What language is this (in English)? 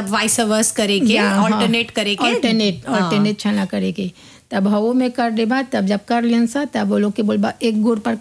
Bhojpuri